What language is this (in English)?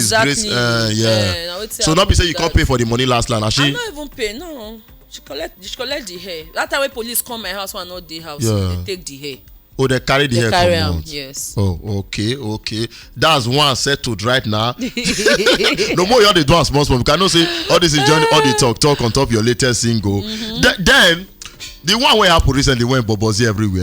Nigerian Pidgin